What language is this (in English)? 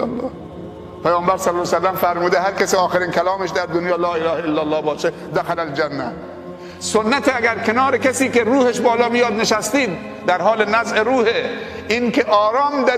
Persian